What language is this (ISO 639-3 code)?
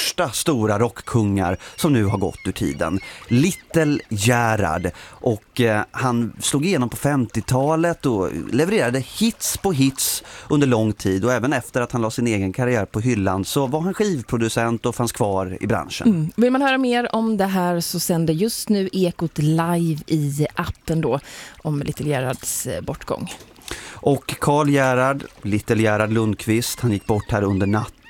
swe